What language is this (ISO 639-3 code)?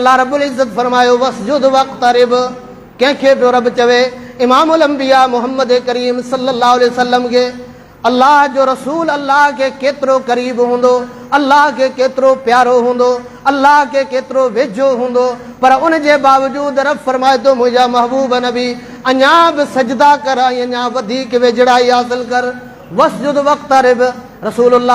snd